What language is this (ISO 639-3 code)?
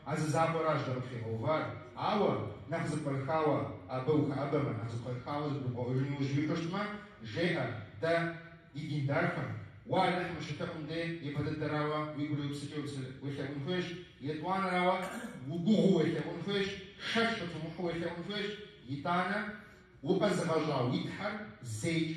kbd